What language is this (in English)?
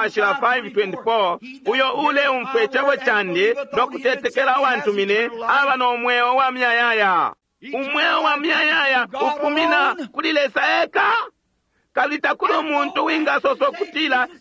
Bemba